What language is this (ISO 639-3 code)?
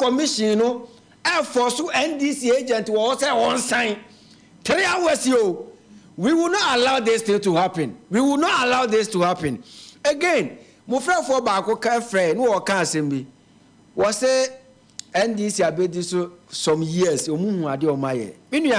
aka